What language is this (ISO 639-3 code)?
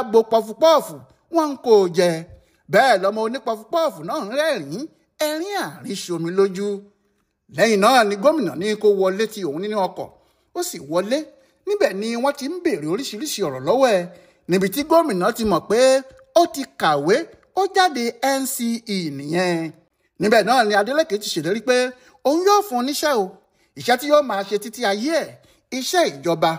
yor